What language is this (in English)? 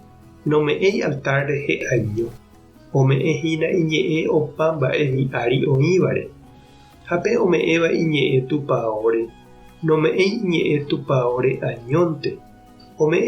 Guarani